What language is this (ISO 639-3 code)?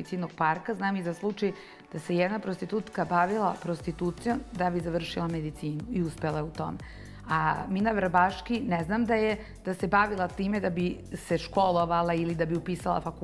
srp